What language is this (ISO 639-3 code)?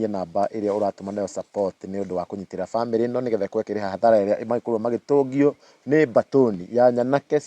kik